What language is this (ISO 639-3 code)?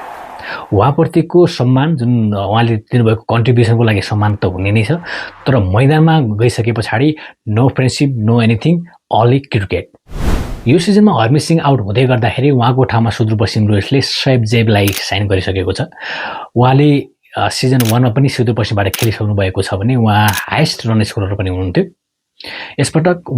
nep